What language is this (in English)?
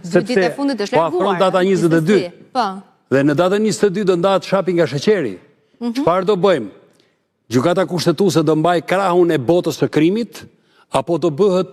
Albanian